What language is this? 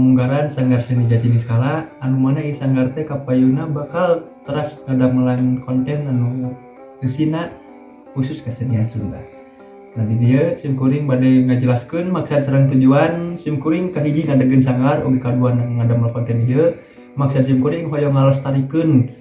Sundanese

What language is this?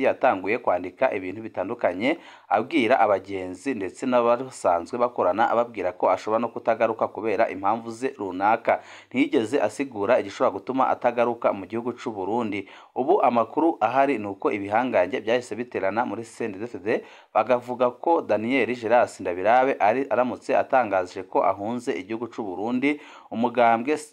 Rundi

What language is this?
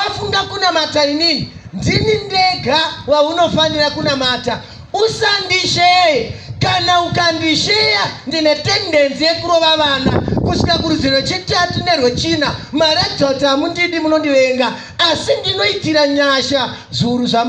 Shona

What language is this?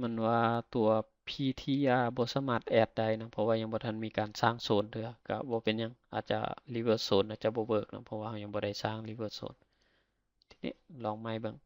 Lao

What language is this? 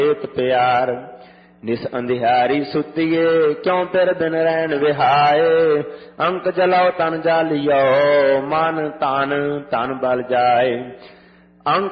Punjabi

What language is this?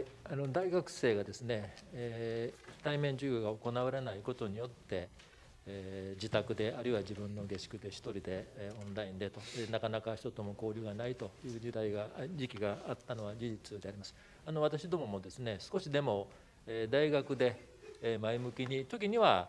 Japanese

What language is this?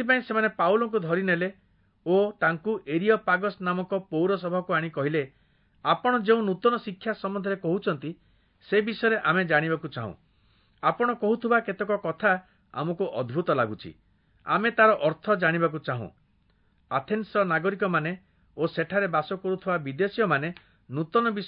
Odia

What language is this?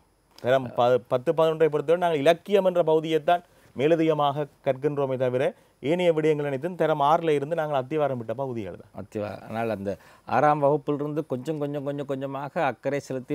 Tamil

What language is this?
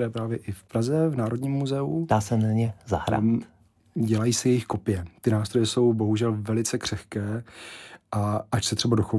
Czech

